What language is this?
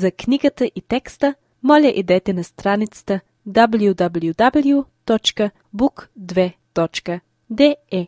Albanian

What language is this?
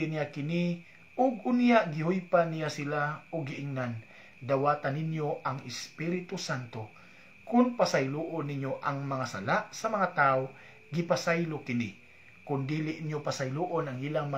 Cebuano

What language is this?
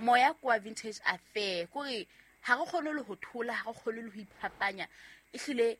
Southern Sotho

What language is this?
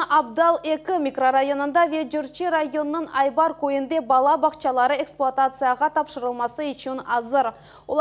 Crimean Tatar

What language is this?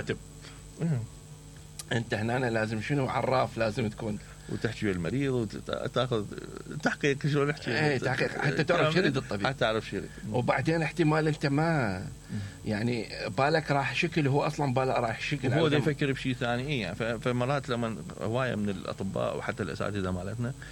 Mesopotamian Arabic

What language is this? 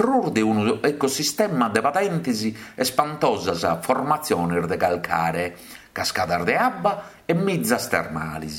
Sardinian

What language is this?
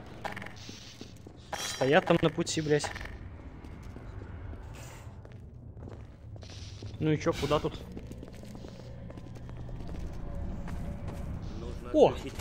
Russian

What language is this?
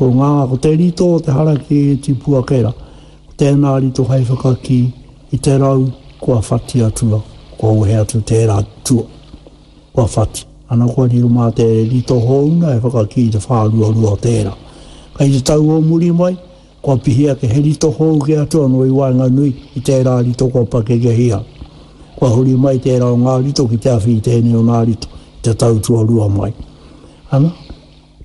Māori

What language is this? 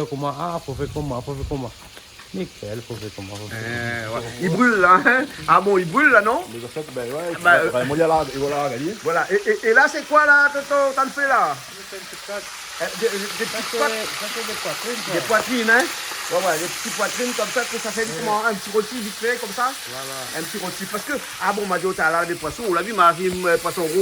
Réunion Creole French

